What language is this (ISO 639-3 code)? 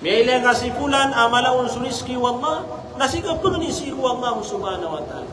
mrw